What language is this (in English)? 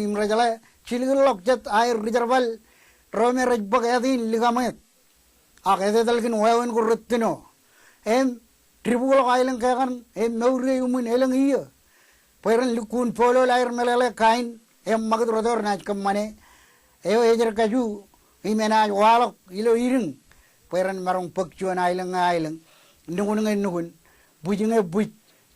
Marshallese